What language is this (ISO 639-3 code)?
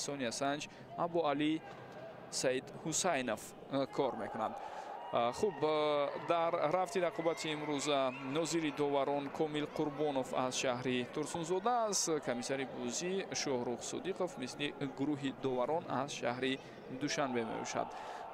tgk